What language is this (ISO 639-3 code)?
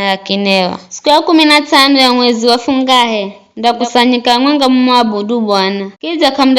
nyf